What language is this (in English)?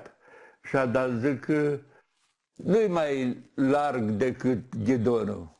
Romanian